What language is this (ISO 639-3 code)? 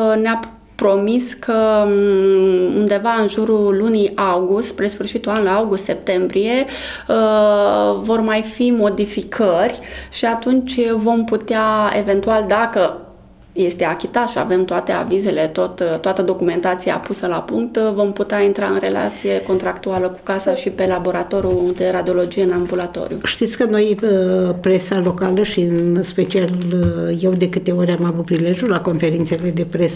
ron